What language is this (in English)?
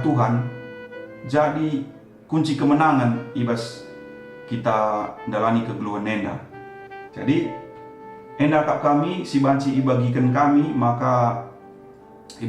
Batak Karo